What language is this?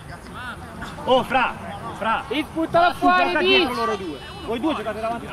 Italian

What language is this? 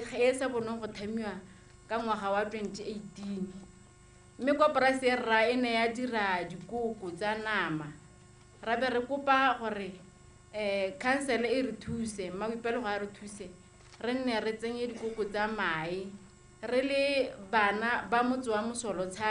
Tswana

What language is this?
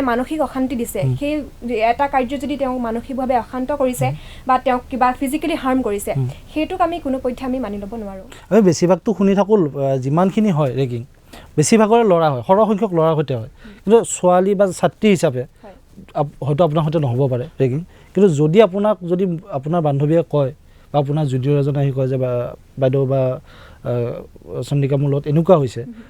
Assamese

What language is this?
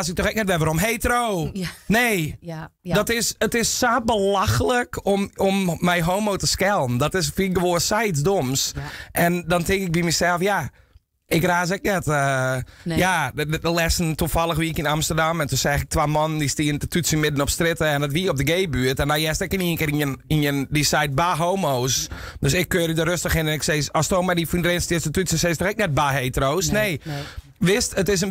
Western Frisian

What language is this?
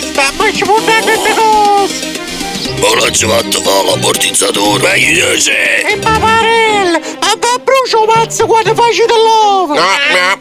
Neapolitan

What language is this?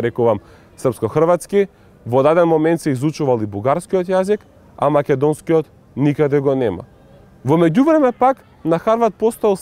Macedonian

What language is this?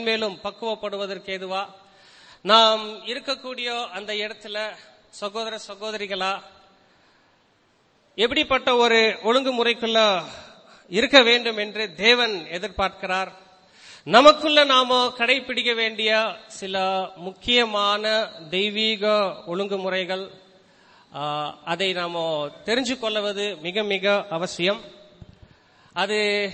Tamil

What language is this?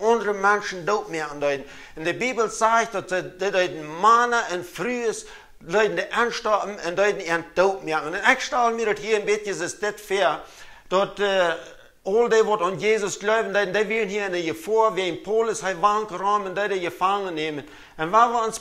Plautdietsch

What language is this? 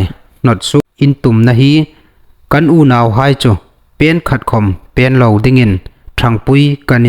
Hmar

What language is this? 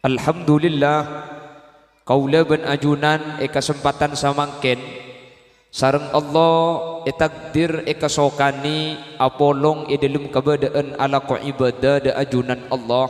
Madurese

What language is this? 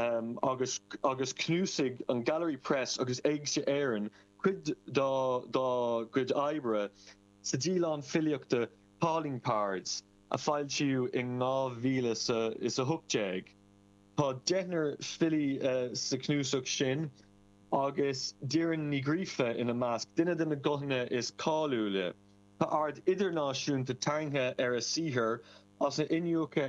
Irish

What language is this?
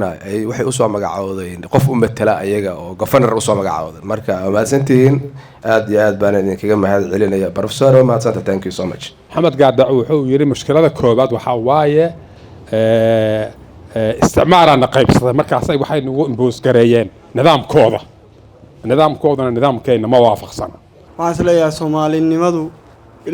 Somali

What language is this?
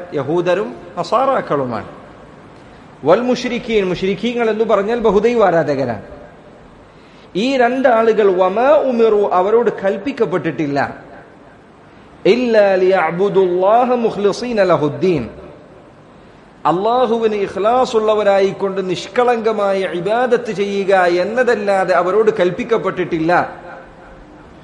Malayalam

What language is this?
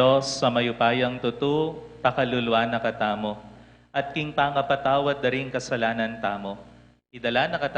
Pampanga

